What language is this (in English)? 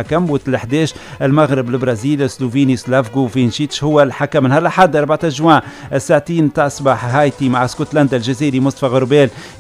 Tunisian Arabic